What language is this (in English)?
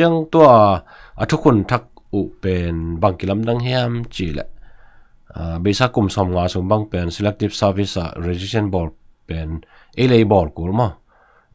Tedim Chin